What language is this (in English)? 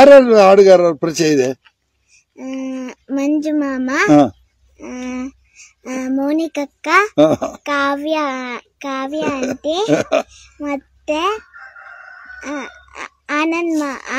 Kannada